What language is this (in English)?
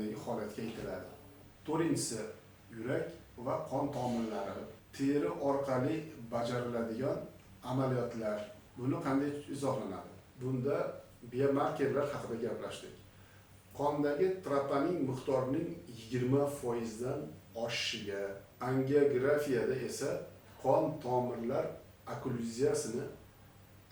Uzbek